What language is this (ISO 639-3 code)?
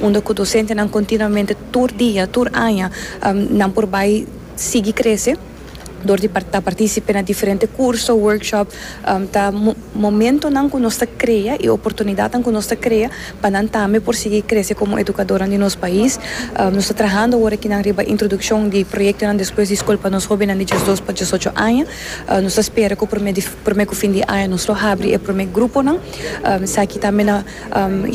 pap